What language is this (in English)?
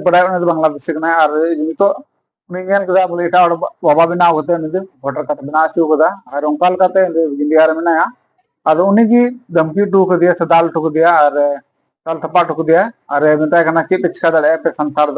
Santali